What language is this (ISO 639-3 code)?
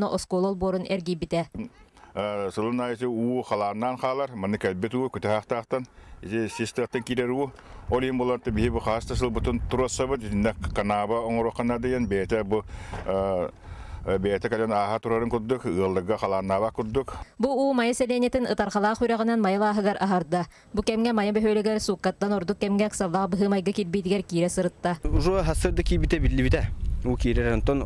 sah